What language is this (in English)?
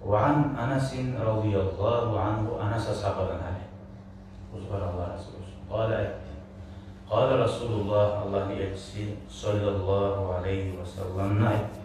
Kumyk